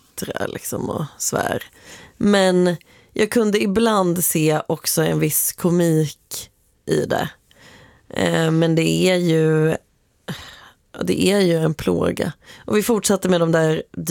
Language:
Swedish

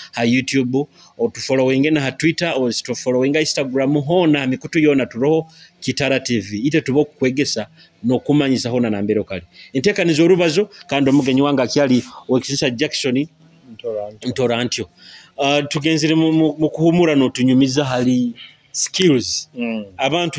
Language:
Nyoro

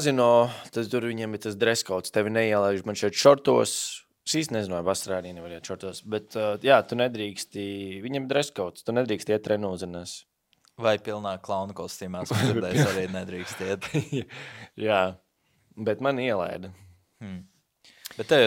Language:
Latvian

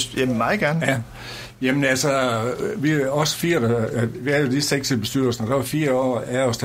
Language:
Danish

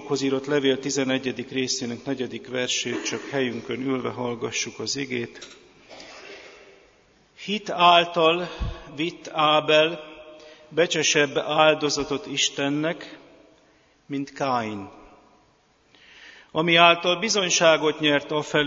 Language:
Hungarian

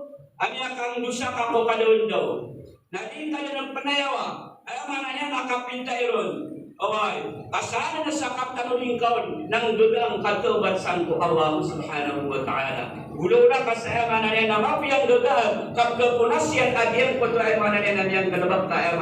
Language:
Maranao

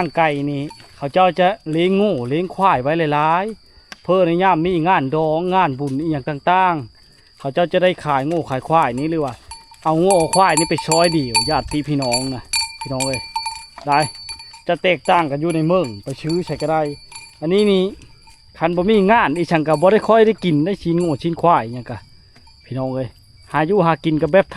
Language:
Lao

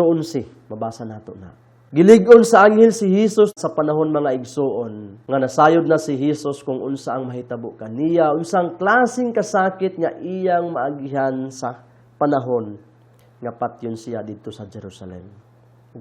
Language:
Cebuano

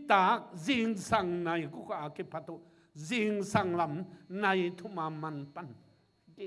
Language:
Tedim Chin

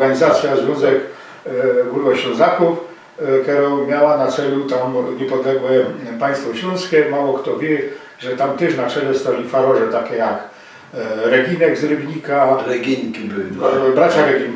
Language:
Silesian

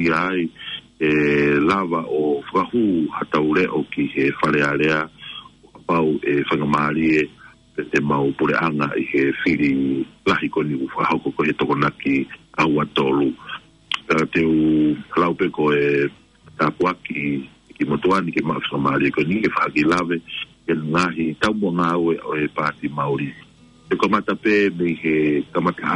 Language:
Tongan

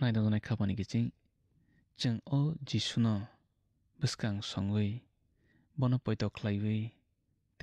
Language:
Kok Borok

